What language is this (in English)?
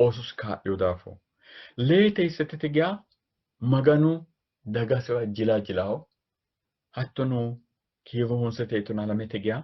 Sidamo